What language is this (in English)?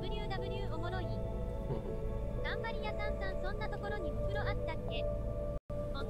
Japanese